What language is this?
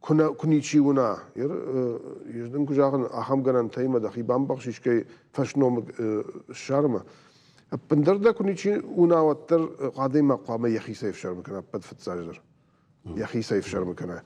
Ossetic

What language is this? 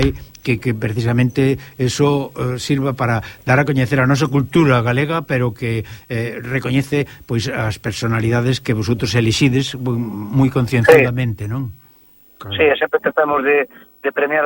Galician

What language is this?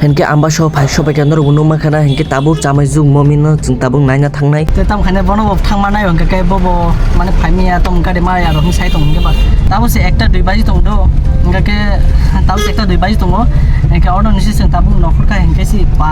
Kok Borok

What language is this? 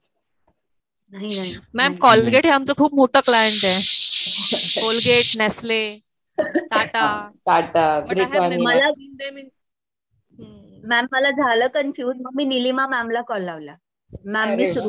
Marathi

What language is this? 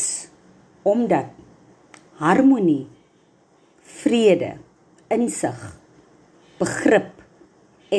Afrikaans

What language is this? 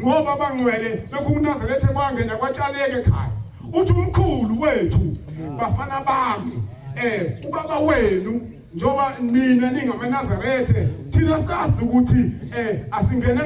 Zulu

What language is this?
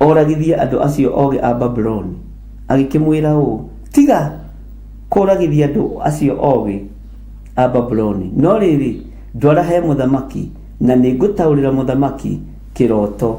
Kikuyu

